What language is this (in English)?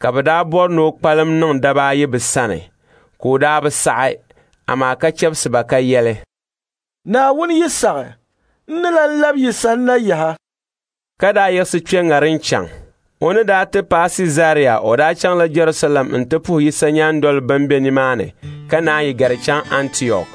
Dagbani